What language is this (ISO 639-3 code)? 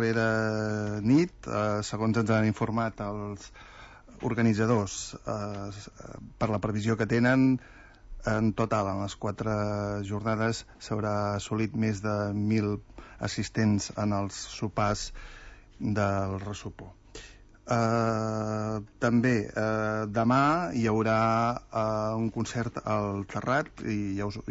cat